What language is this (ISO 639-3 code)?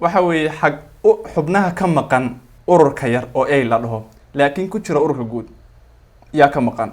som